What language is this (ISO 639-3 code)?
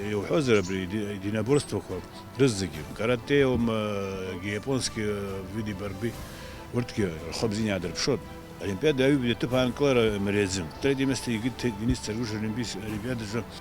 abk